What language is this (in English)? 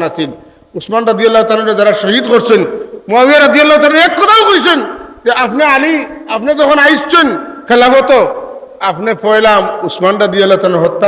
Sylheti